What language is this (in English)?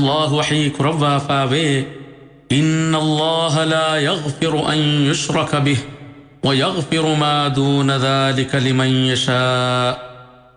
Divehi